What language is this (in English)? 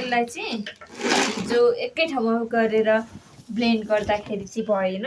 Nepali